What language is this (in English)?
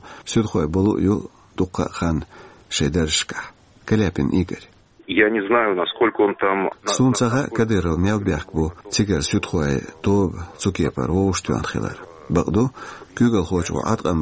Chechen